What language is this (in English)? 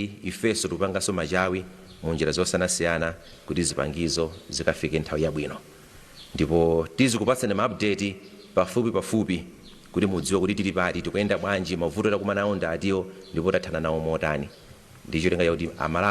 Nyanja